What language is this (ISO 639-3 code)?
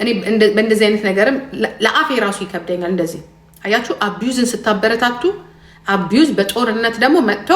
amh